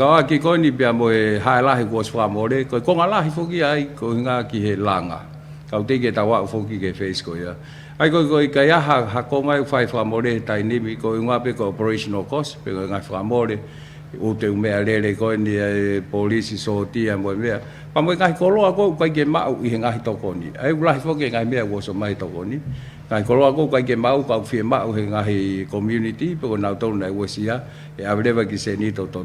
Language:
Tongan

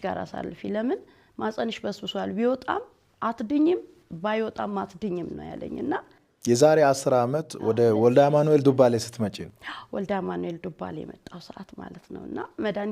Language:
Amharic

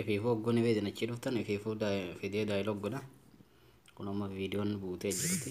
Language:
Oromo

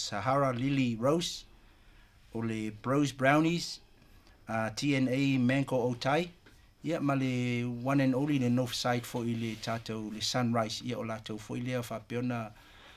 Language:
Samoan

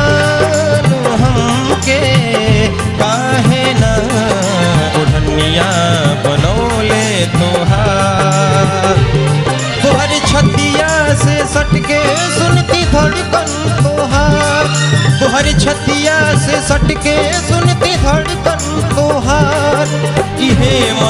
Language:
Bhojpuri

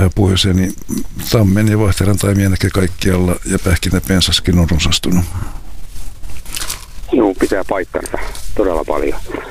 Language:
Finnish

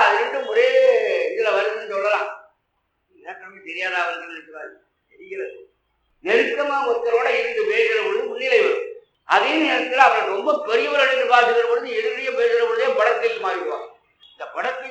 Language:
Tamil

